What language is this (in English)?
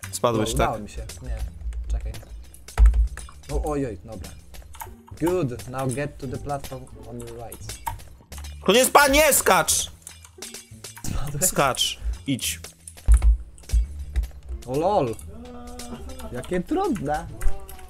Polish